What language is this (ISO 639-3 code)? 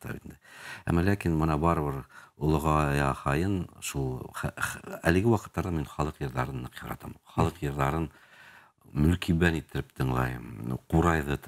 bak